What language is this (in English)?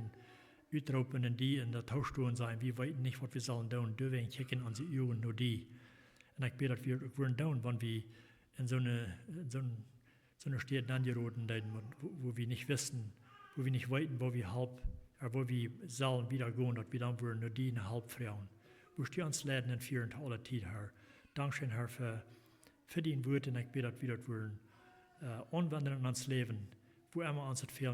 Plautdietsch